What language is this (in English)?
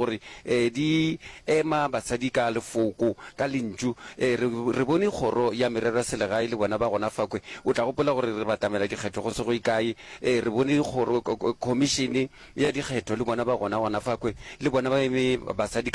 Northern Sotho